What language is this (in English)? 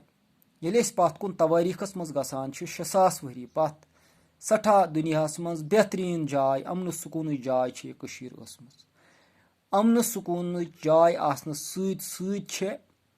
Kashmiri